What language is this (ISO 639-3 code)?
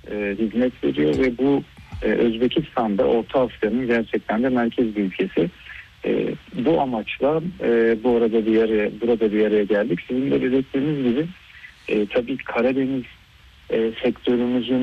tur